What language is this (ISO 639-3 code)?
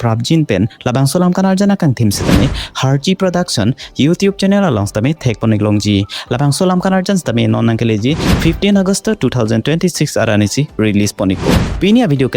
mjw